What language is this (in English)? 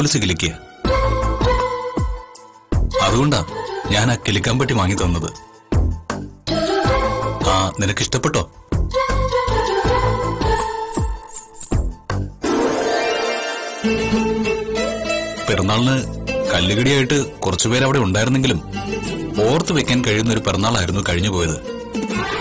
Malayalam